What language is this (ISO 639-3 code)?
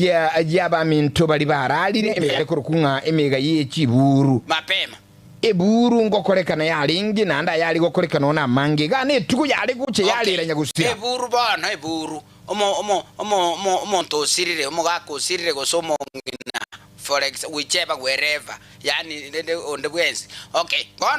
guz